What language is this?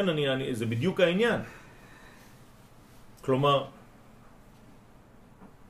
Hebrew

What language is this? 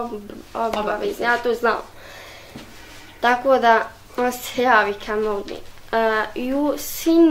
Bosnian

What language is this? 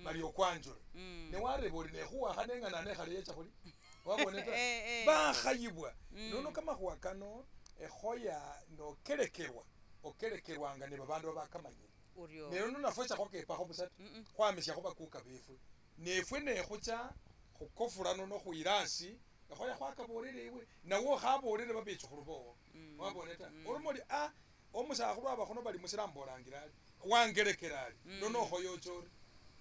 Masaaba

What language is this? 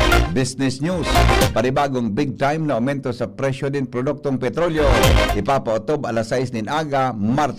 Bikol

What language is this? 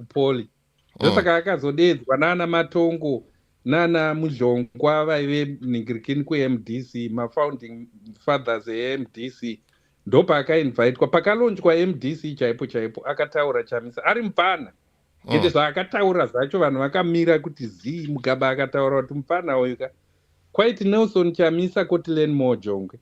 Shona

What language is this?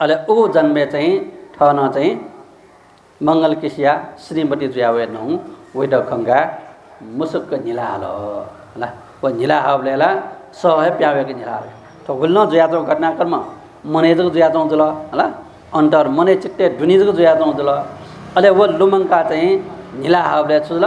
Newari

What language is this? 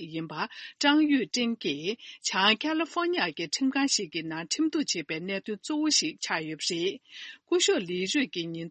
Tibetan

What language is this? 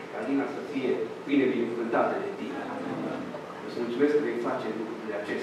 Romanian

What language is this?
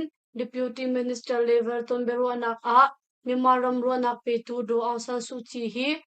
Hakha Chin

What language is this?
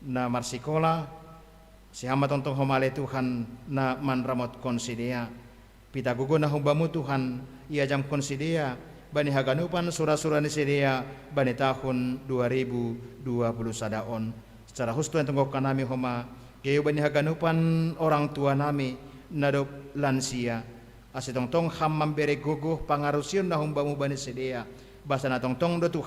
Batak Simalungun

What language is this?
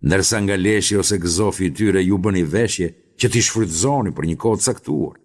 Albanian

